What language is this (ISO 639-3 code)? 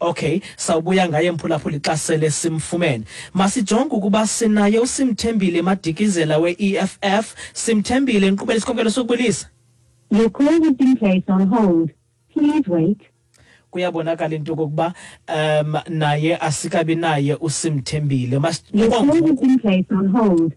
xho